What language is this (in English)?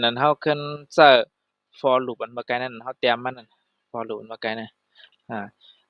Shan